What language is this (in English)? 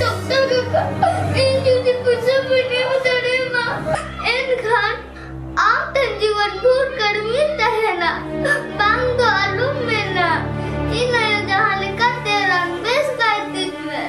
Santali